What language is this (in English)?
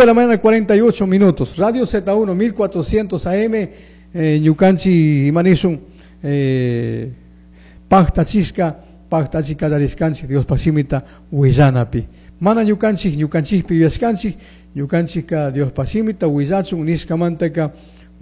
Chimborazo Highland Quichua